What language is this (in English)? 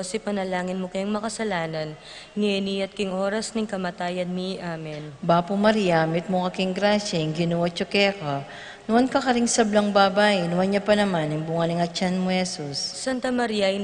Pampanga